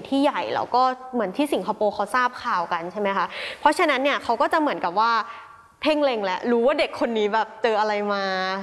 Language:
Thai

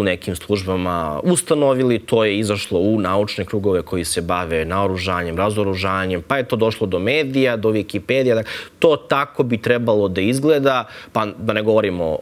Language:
Serbian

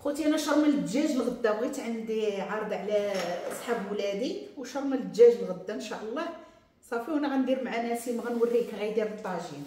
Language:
Moroccan Arabic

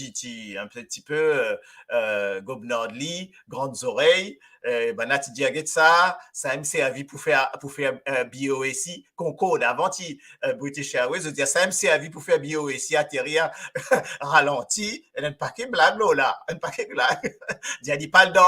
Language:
Morisyen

